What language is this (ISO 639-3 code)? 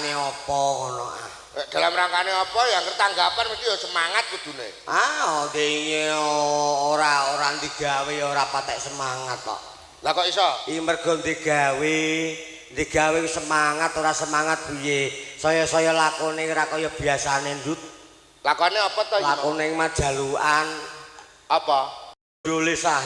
jav